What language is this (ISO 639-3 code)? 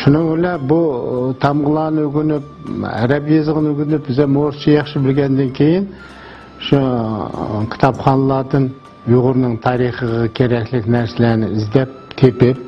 uig